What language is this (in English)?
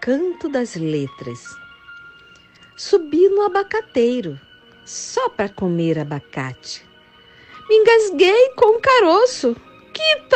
Portuguese